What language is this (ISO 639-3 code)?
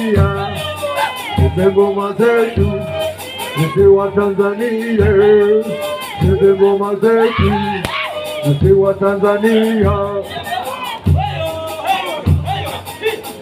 swa